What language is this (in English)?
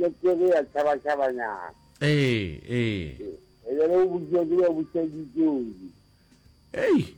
Northern Sotho